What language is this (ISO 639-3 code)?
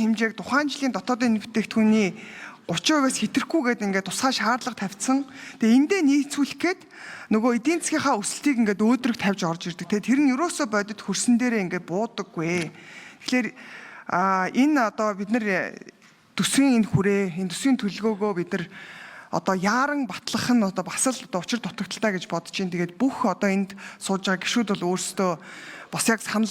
mon